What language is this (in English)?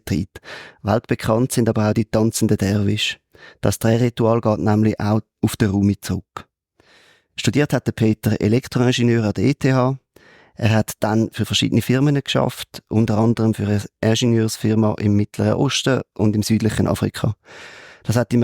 Swiss German